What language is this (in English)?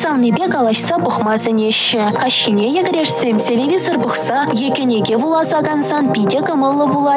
Chuvash